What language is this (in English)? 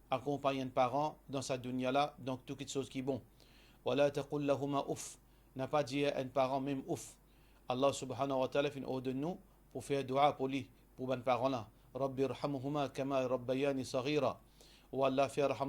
Morisyen